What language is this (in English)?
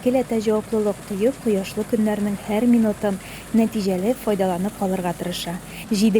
Tatar